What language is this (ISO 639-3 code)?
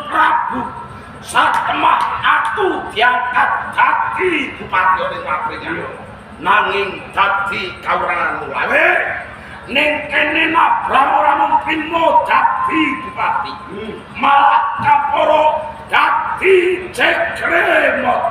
jav